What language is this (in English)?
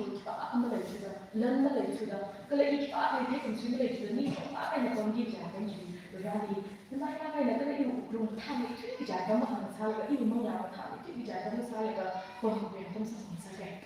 Tangkhul Naga (India)